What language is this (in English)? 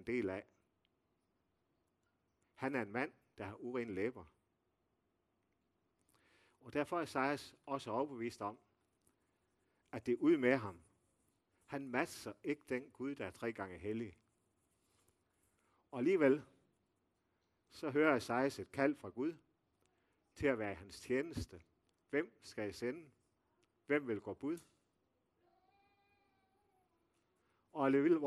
Danish